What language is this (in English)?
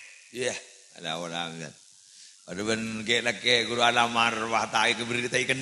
Madurese